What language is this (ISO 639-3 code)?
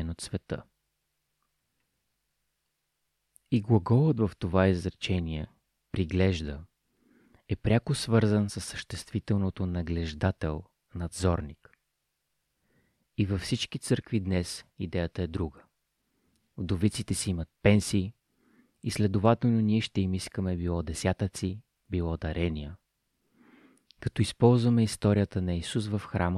bul